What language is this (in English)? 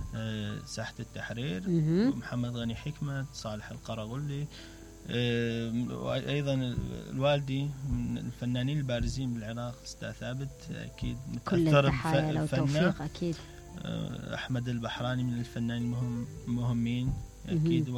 Mesopotamian Arabic